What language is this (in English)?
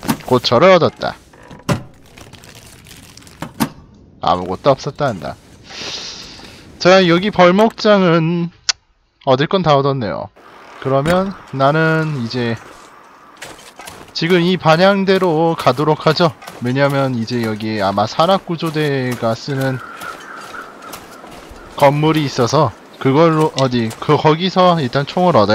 Korean